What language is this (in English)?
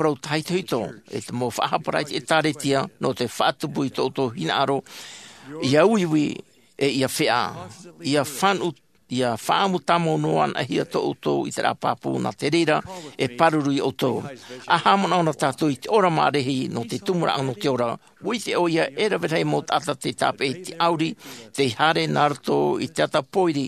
Tahitian